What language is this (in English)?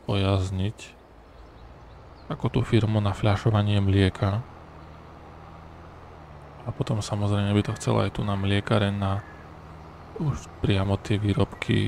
Slovak